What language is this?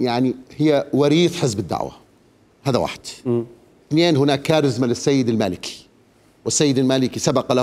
Mesopotamian Arabic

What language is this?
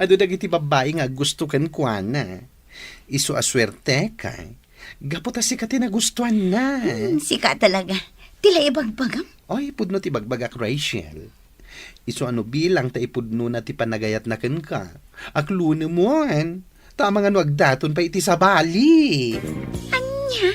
Iloko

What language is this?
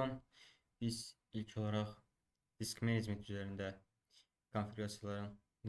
Azerbaijani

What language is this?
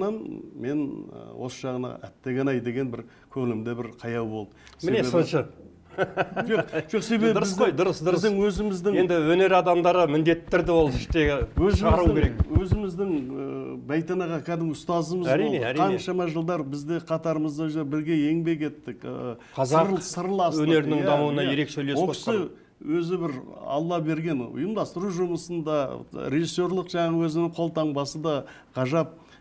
Kazakh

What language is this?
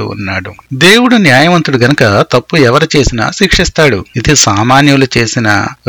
Telugu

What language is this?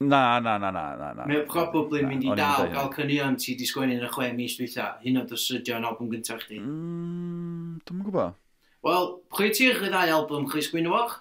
Welsh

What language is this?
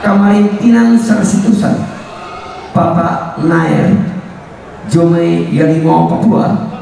Toraja-Sa'dan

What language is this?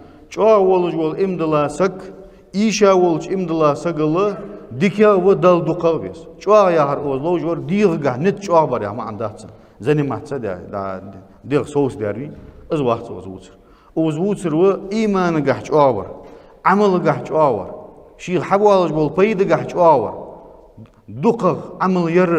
Ingush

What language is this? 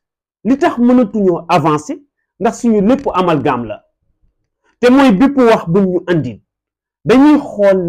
Wolof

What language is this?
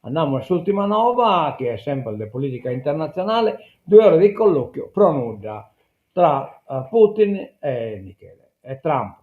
Sardinian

